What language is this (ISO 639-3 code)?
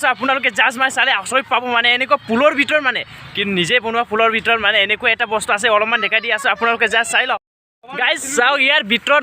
asm